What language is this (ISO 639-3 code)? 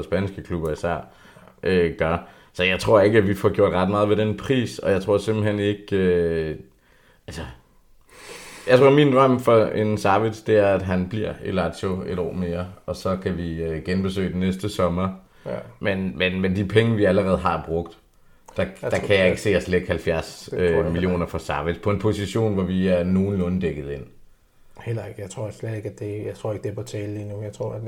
dan